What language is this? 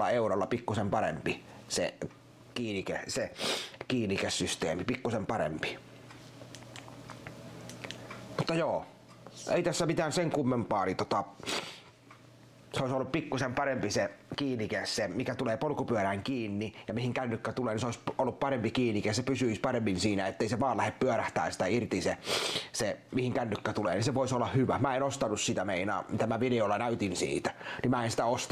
Finnish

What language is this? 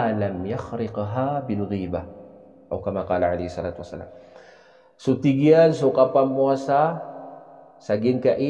Maranao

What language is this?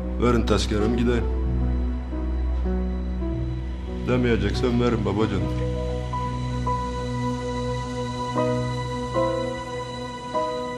Turkish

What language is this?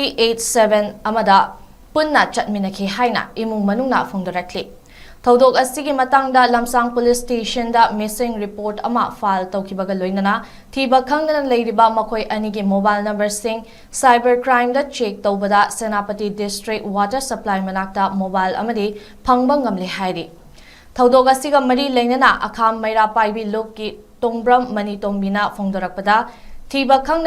Manipuri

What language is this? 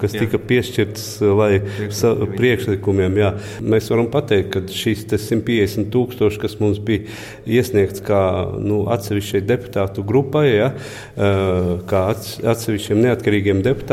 Latvian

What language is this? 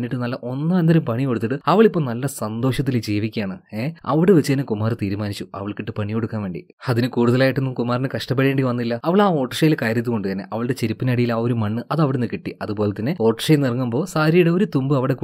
Malayalam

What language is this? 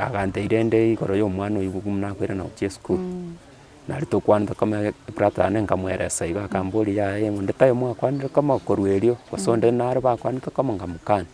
Gusii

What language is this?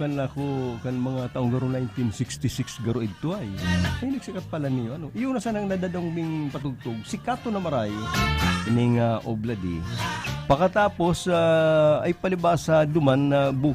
Bikol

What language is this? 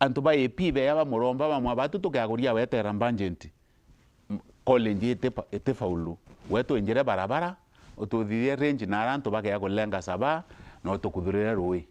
Meru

